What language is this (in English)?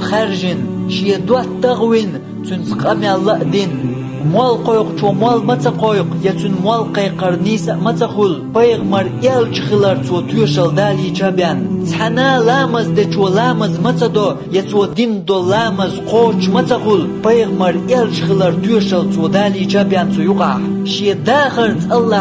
Chechen